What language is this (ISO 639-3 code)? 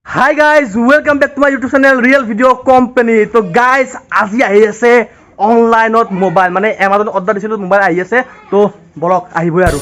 asm